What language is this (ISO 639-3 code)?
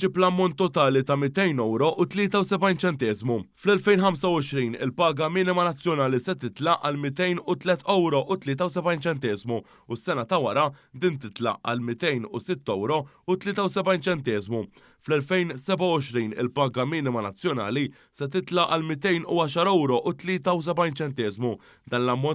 mlt